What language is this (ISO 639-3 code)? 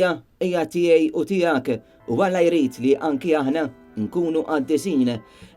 mlt